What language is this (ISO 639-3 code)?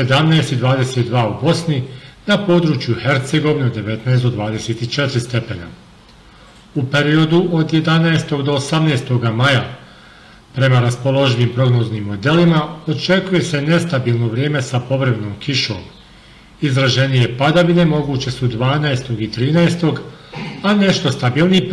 bos